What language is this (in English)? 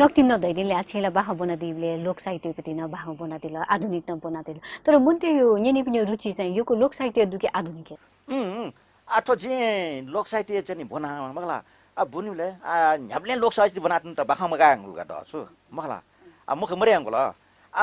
Newari